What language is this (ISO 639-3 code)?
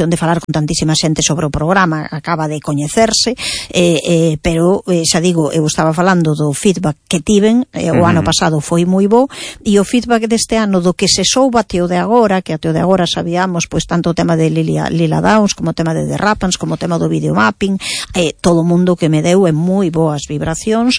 glg